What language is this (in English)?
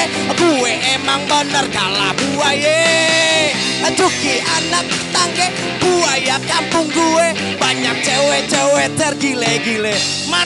Betawi